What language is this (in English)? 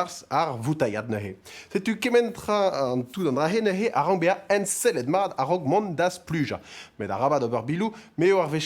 Breton